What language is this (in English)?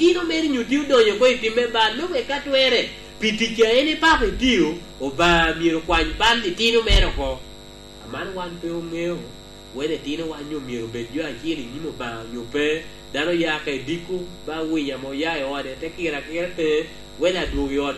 Lango (Uganda)